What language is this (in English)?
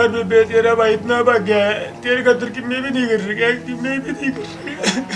Haryanvi